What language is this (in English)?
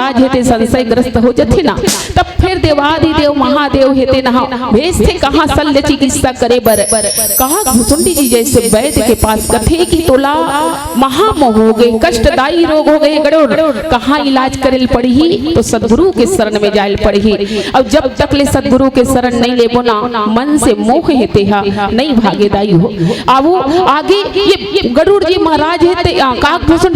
Chhattisgarhi